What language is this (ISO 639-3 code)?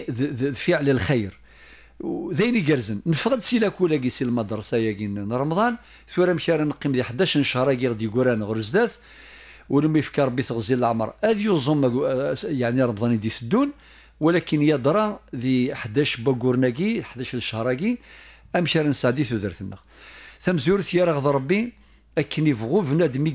kab